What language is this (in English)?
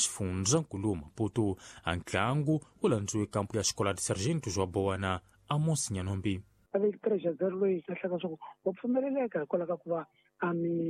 Tsonga